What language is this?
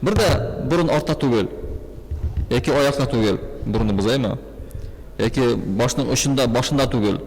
Tatar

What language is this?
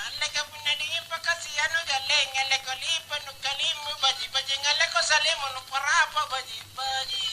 Makasar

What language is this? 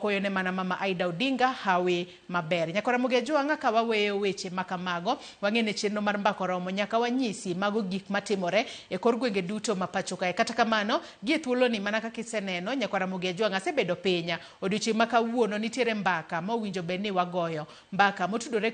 Luo (Kenya and Tanzania)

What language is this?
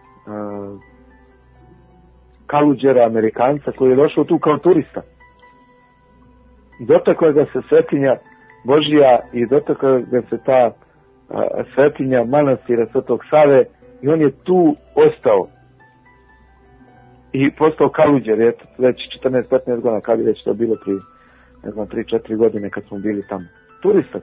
Serbian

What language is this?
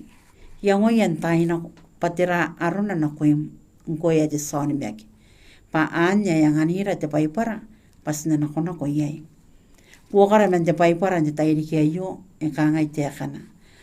Gilbertese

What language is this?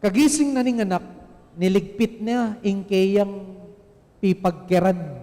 Pampanga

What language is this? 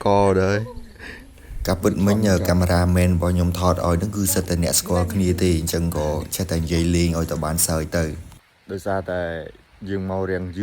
Khmer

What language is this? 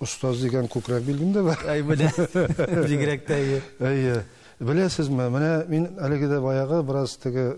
Tatar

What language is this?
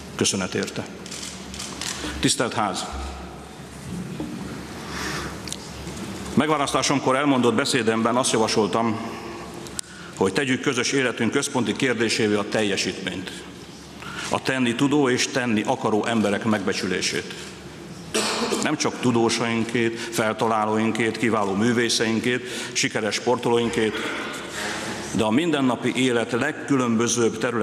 Hungarian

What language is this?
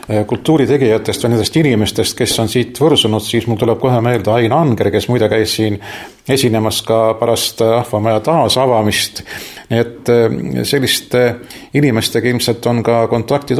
Estonian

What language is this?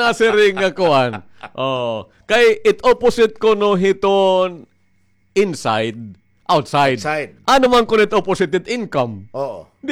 Waray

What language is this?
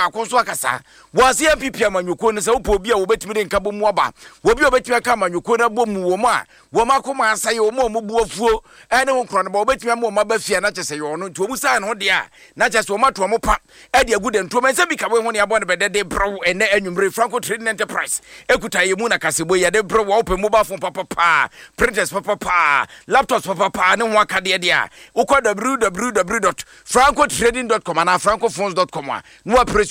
Akan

